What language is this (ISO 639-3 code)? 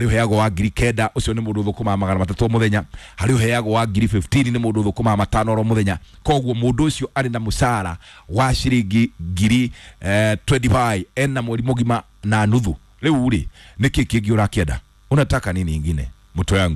kik